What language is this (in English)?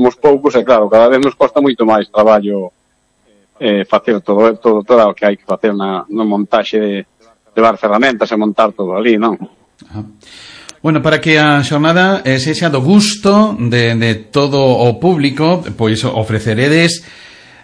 Galician